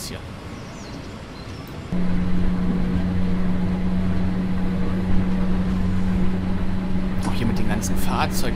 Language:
German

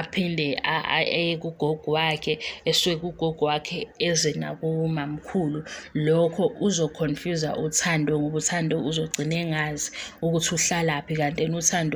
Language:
Zulu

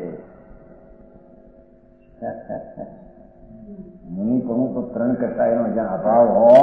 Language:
Gujarati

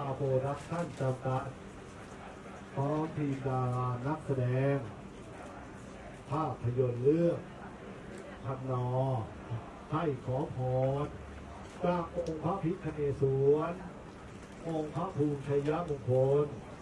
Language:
Thai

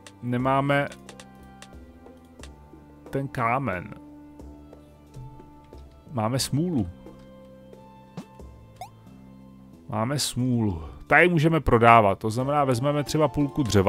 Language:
Czech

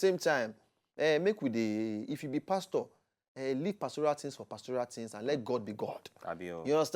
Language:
Nigerian Pidgin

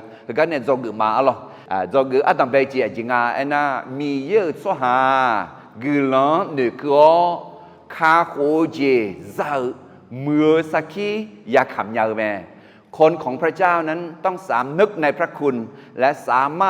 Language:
Akha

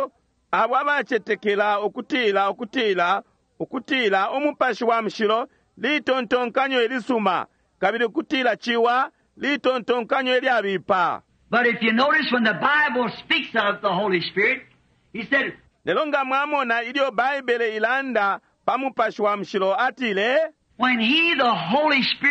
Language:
Bemba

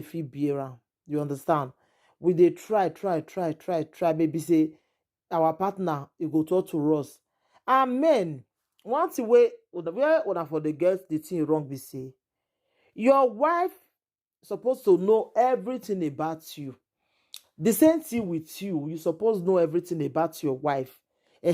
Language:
Nigerian Pidgin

